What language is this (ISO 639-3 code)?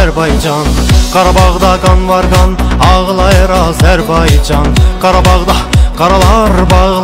azb